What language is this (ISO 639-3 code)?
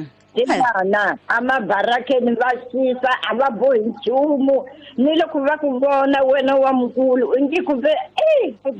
tso